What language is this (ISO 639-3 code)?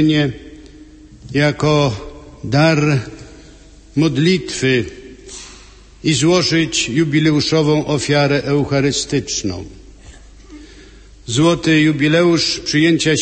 pol